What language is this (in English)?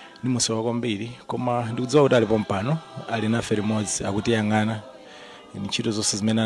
Nyanja